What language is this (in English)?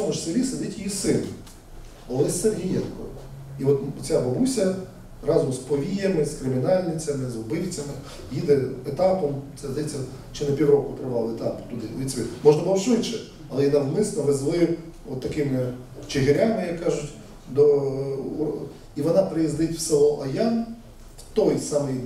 Ukrainian